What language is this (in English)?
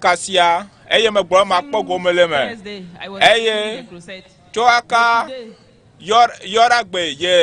Ewe